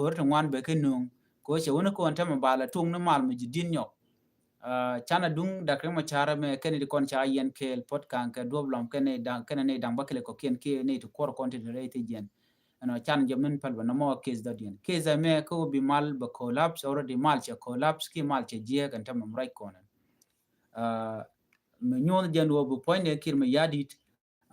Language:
Nuer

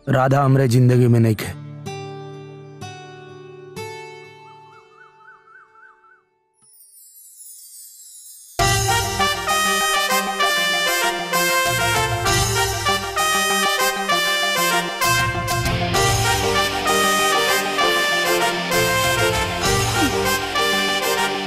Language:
Bhojpuri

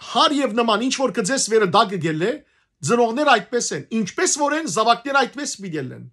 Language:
Western Armenian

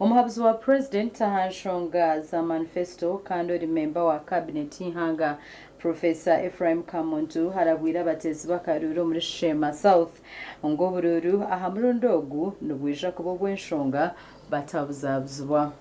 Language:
Nyankole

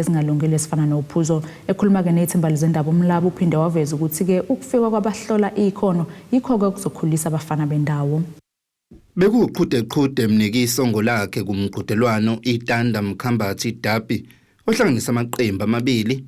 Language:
Zulu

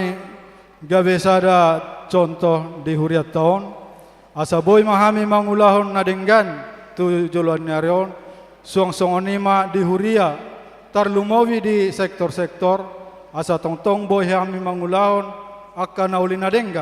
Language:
Batak Toba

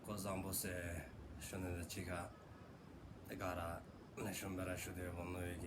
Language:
Dzongkha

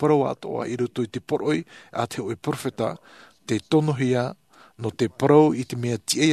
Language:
Tahitian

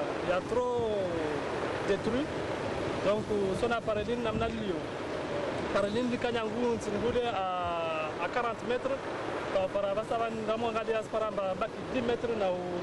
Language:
Ngazidja Comorian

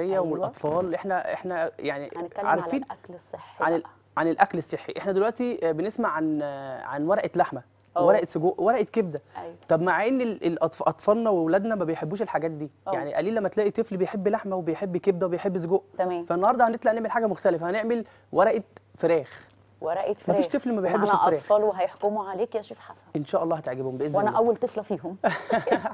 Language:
Egyptian Arabic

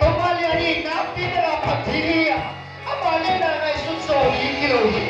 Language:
Tedim Chin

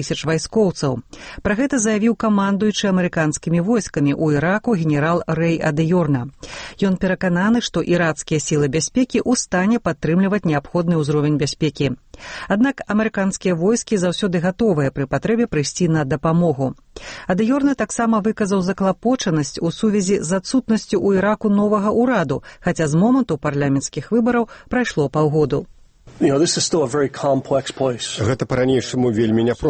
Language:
Belarusian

